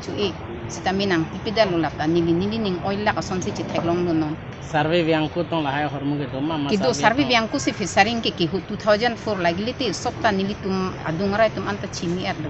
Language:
Karbi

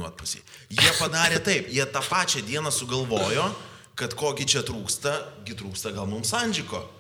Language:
Lithuanian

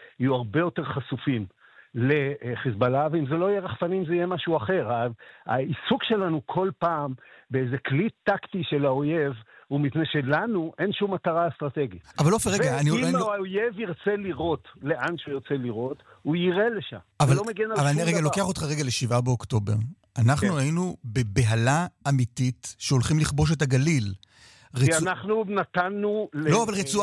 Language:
Hebrew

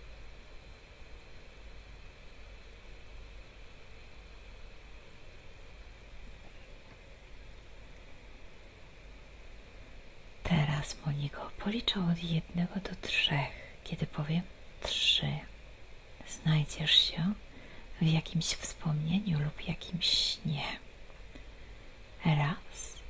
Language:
Polish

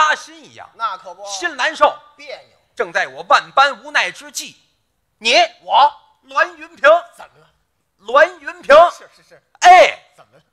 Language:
Chinese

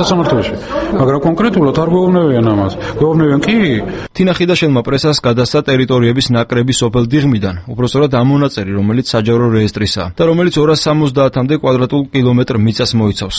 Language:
Georgian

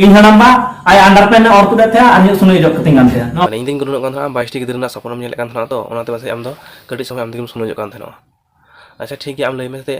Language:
Santali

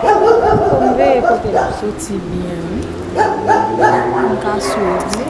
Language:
Haitian Creole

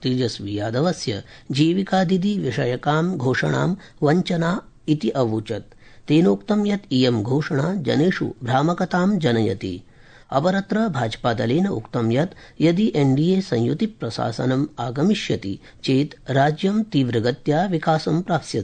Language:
Sanskrit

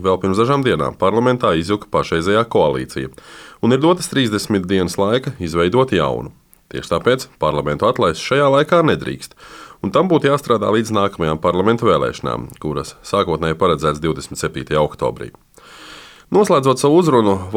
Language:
Latvian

